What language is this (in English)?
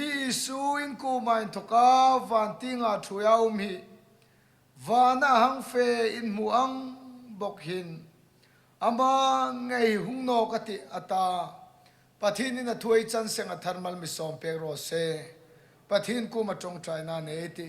Hmar